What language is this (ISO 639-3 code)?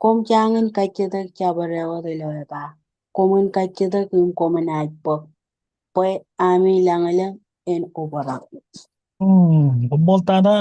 mah